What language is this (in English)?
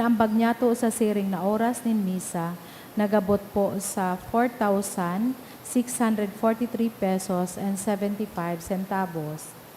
Bikol